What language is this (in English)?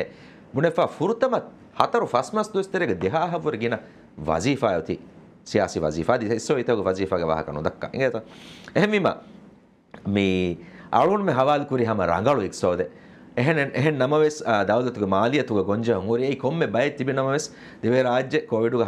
Divehi